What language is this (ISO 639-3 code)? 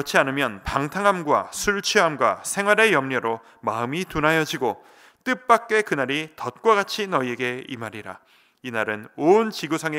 kor